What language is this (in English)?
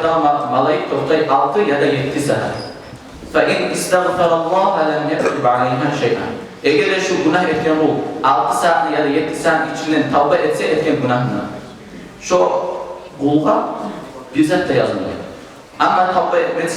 Kumyk